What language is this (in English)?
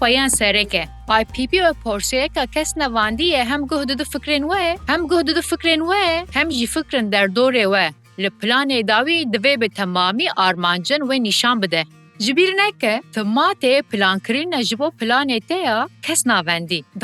Kurdish